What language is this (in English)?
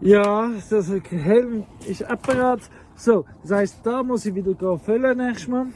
Swiss German